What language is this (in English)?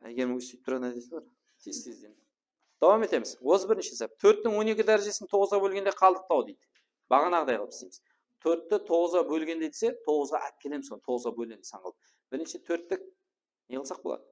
Kara-Kalpak